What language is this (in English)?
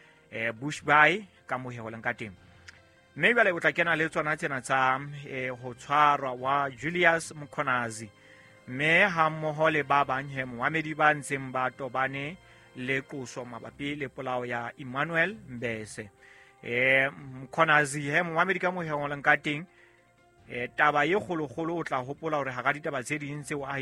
Southern Sotho